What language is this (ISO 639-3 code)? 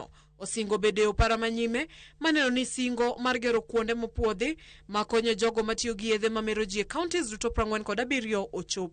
luo